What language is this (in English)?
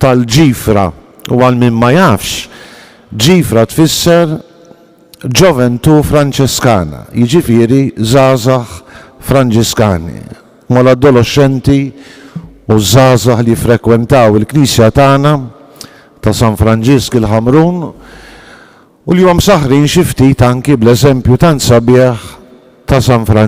Maltese